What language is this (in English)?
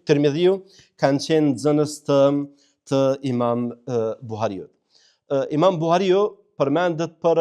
Albanian